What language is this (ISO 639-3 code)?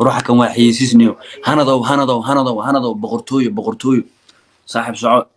som